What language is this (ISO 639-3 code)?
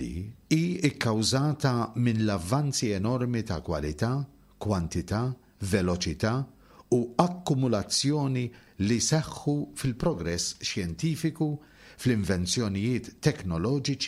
mlt